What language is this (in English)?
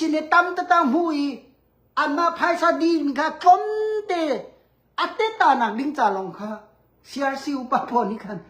Hakha Chin